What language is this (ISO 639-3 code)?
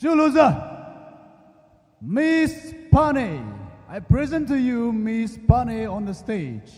pmx